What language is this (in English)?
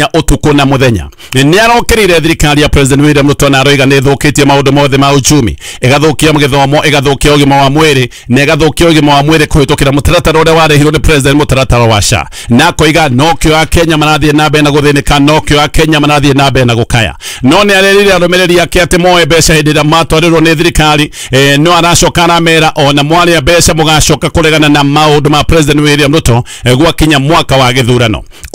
Kikuyu